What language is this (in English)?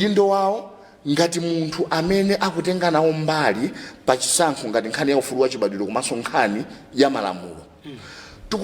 Nyanja